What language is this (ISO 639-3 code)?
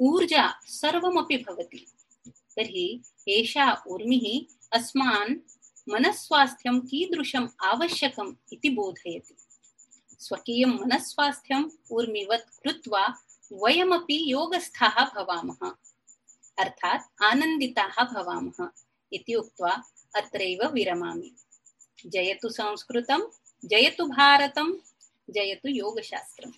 san